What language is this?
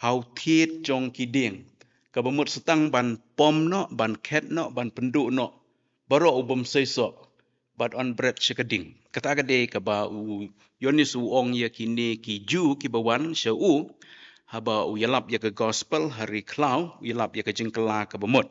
Khasi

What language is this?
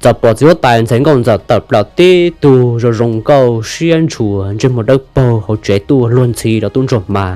Hmong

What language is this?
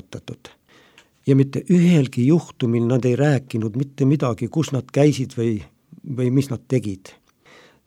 Estonian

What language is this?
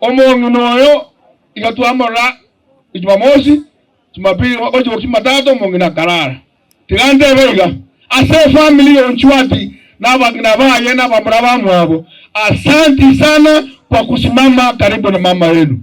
Gusii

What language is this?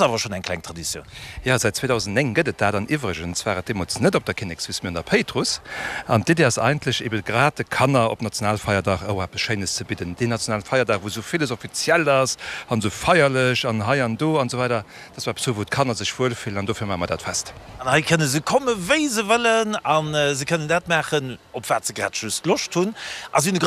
Luxembourgish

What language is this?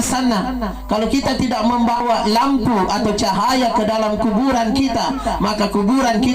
Makasar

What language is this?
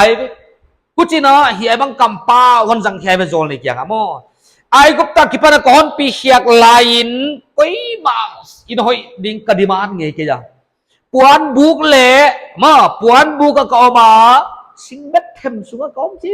Paite Chin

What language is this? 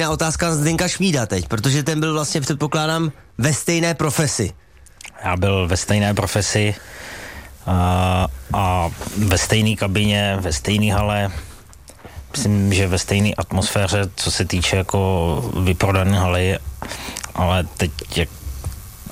Czech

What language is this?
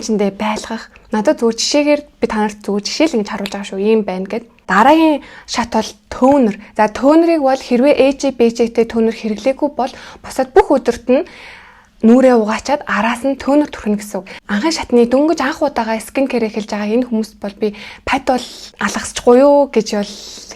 Mongolian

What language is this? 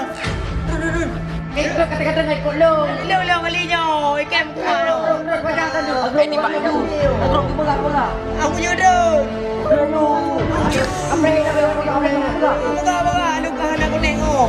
Achinese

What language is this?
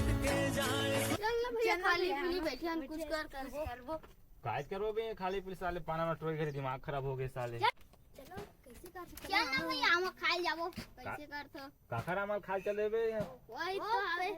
Chhattisgarhi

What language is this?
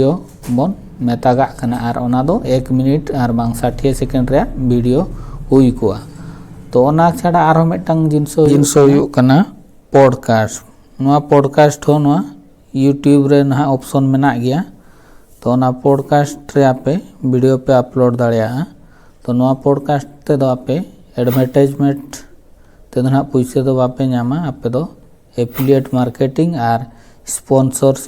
Santali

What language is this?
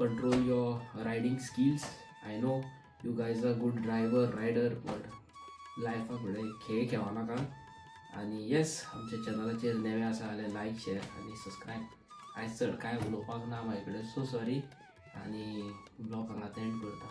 Konkani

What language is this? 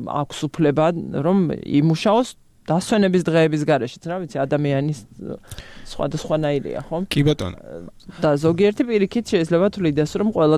Georgian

